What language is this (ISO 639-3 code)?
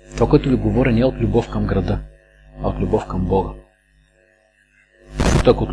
bul